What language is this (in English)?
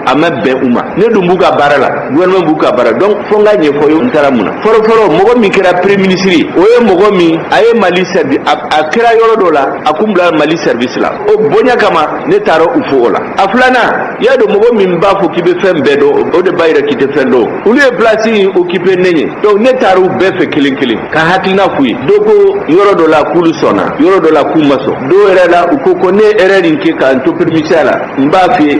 Bambara